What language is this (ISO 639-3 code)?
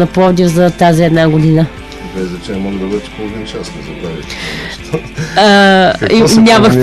bul